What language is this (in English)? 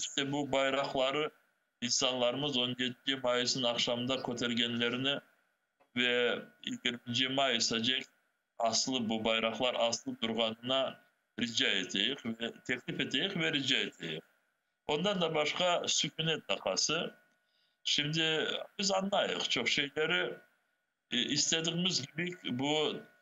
Crimean Tatar